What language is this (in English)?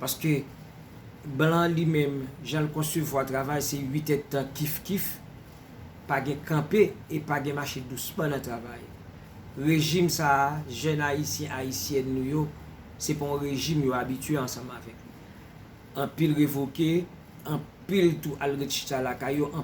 Haitian Creole